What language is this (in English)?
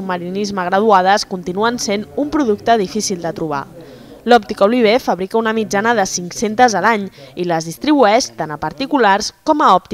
Catalan